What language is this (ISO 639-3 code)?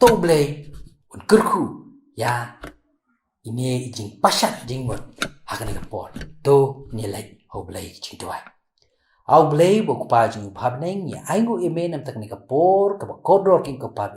kha